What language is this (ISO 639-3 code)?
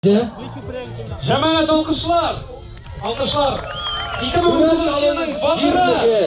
tat